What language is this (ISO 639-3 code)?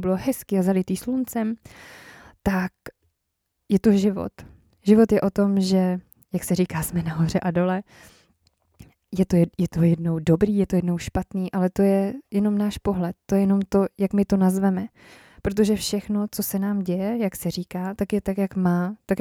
ces